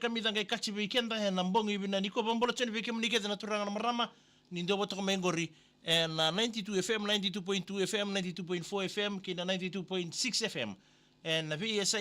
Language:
Fijian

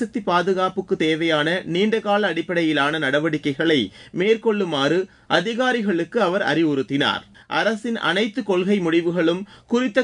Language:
Tamil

